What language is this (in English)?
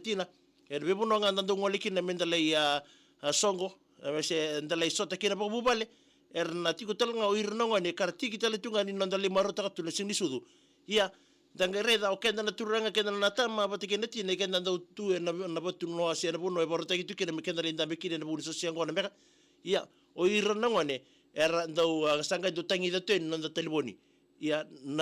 Fijian